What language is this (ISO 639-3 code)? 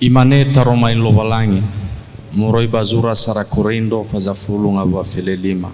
nia